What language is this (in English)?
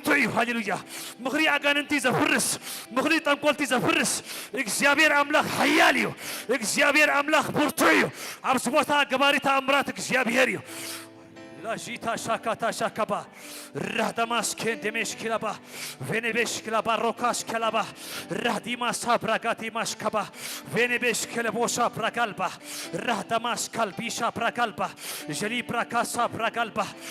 Tigrinya